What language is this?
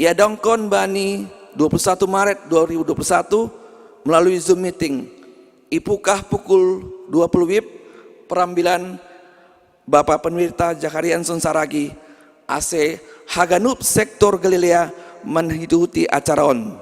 Batak Simalungun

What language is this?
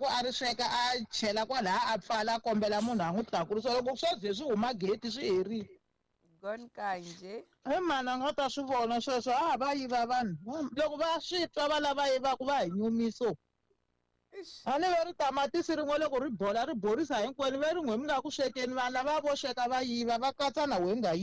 Tsonga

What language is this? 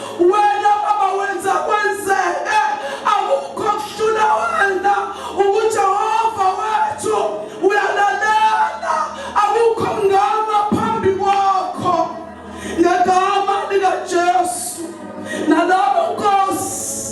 Zulu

